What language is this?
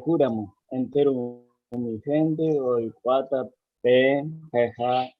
Guarani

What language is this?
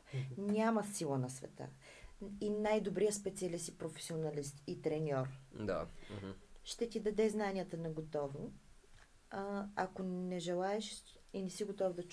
Bulgarian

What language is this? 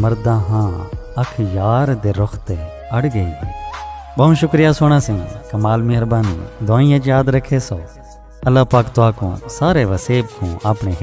Saraiki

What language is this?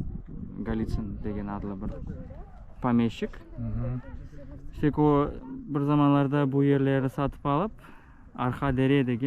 Crimean Tatar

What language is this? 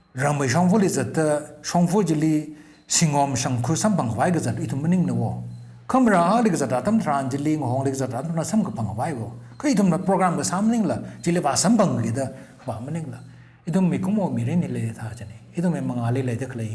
Tangkhul Naga (India)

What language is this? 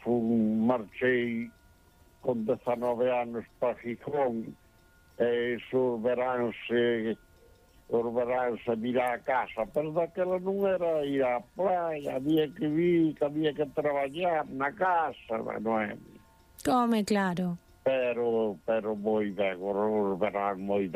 Galician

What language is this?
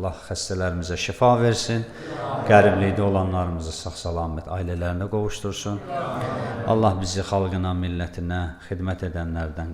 Azerbaijani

